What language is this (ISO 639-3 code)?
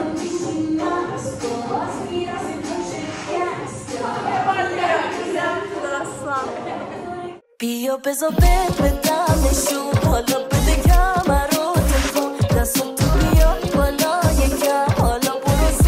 fas